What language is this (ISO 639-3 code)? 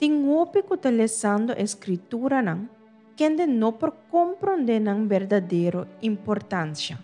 pap